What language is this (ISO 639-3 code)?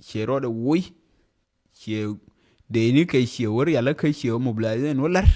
nus